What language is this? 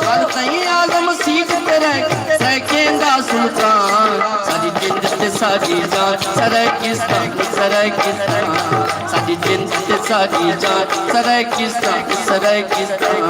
Saraiki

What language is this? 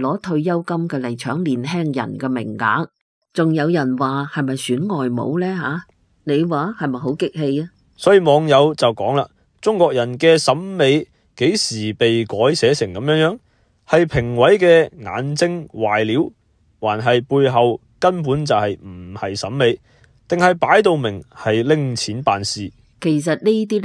Cantonese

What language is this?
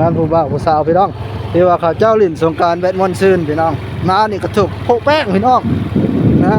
Northeastern Thai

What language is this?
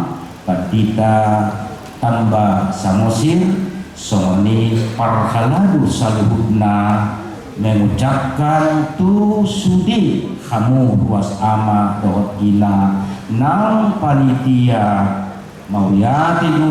Batak Toba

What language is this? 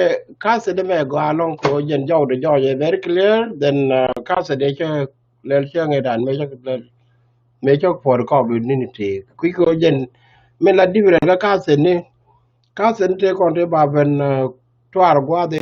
Nuer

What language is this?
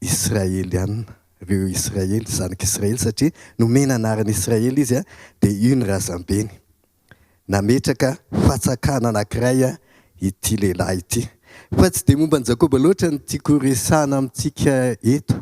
Malagasy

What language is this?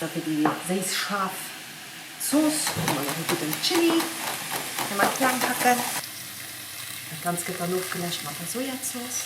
Luxembourgish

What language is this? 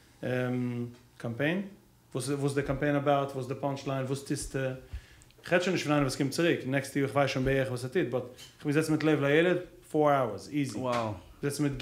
Yiddish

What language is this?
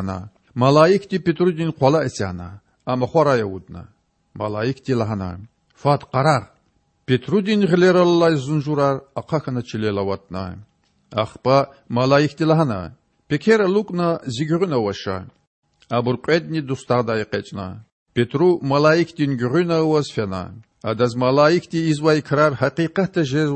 Lezghian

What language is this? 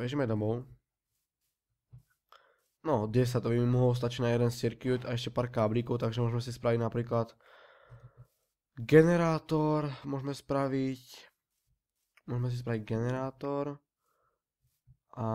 Slovak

